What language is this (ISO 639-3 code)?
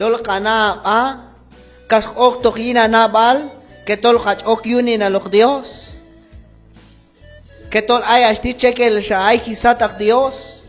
kjb